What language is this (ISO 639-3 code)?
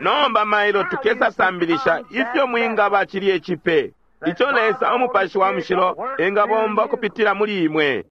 bem